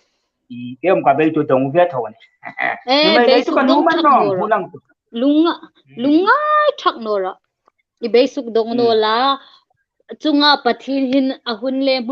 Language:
Hmar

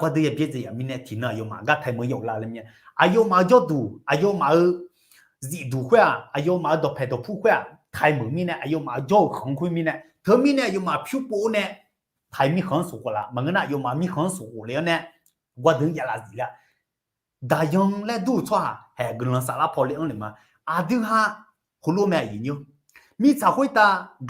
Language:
Akha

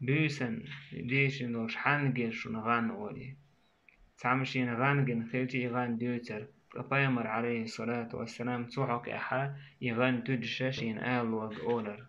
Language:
Chechen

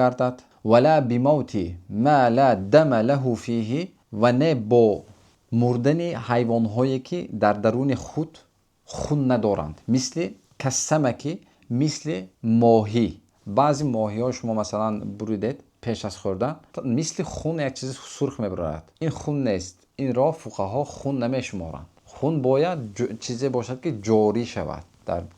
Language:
Tajik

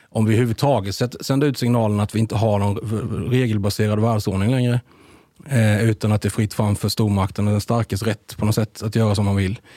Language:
Swedish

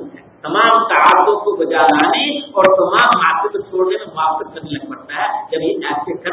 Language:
Urdu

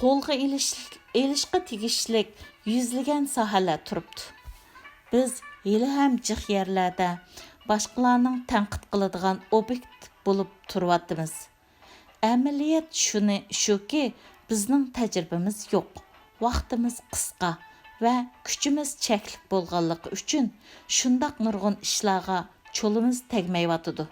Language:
Uyghur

